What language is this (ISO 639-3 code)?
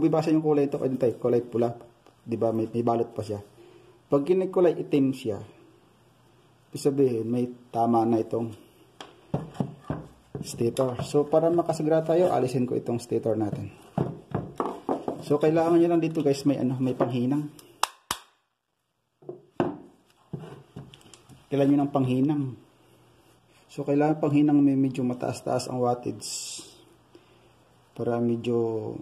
fil